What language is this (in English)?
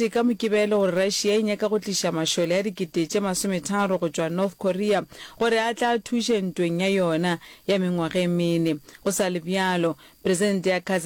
Northern Sotho